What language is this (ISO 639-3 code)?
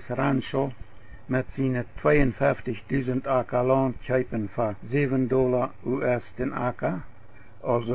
pdt